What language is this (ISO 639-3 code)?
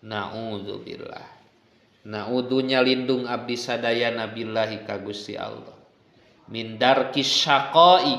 sun